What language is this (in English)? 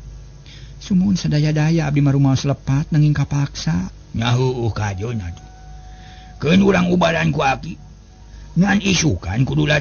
Sundanese